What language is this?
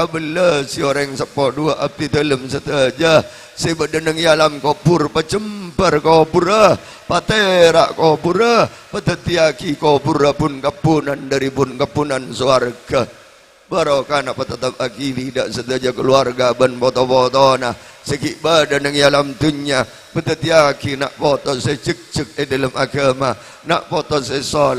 Madurese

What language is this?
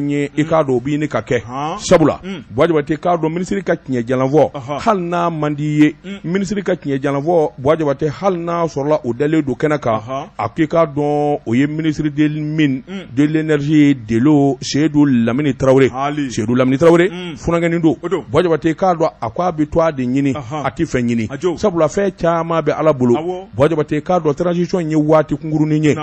Bambara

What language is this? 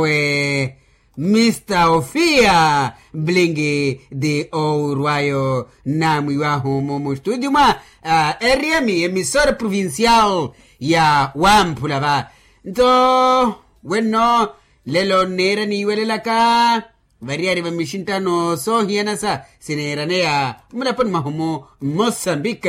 Makhuwa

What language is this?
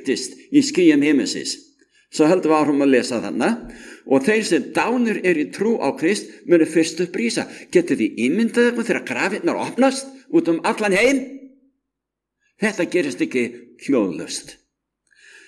Icelandic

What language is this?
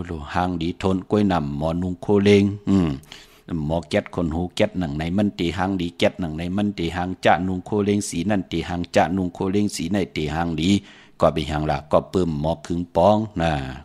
Shan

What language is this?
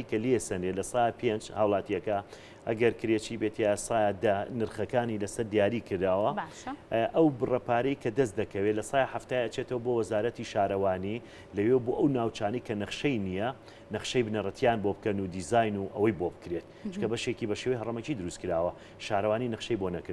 Central Kurdish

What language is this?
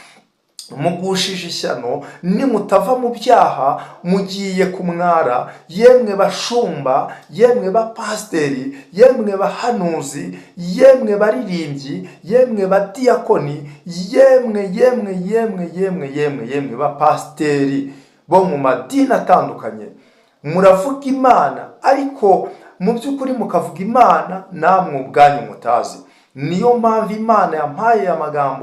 Kinyarwanda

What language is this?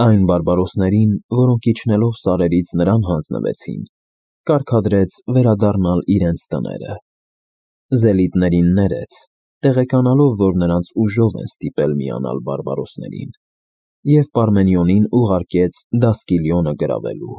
Armenian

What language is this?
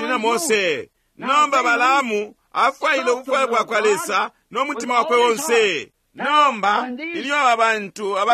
Bemba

